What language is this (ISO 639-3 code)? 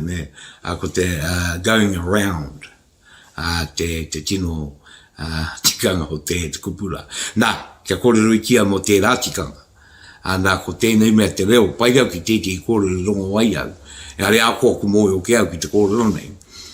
mri